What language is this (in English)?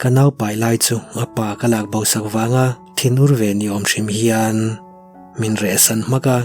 Mizo